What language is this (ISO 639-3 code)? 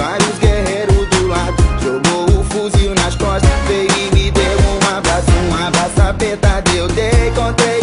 por